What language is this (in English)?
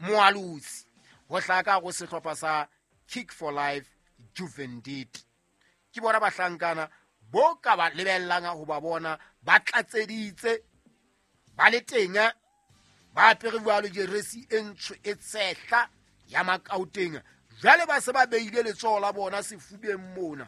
Southern Sotho